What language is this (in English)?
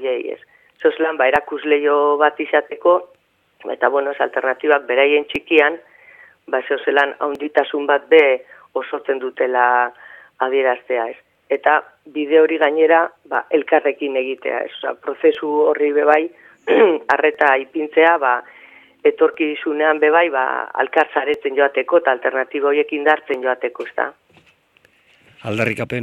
Basque